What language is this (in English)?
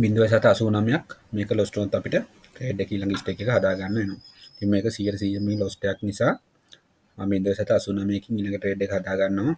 Sinhala